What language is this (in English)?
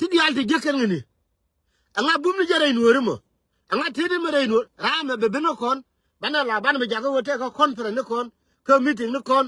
Nuer